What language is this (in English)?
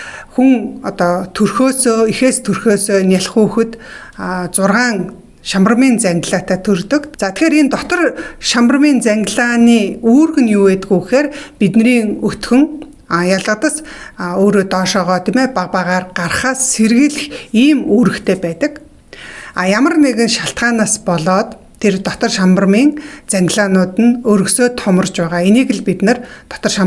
Mongolian